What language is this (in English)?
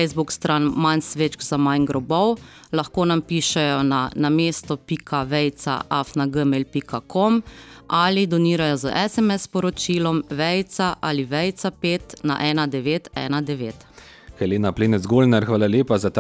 Slovenian